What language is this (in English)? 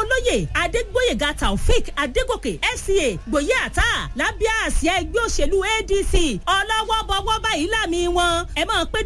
Yoruba